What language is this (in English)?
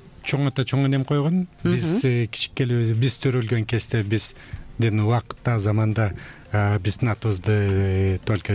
Kyrgyz